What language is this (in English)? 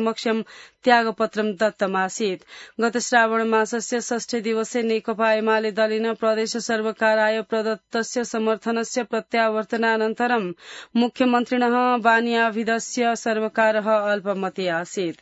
Sanskrit